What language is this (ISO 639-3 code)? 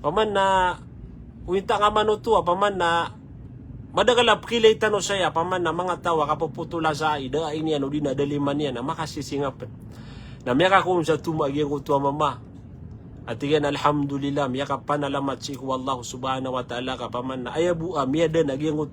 mrw